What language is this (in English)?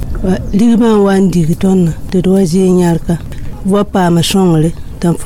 Mossi